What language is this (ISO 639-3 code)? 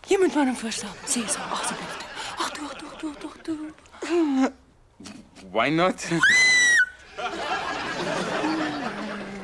afr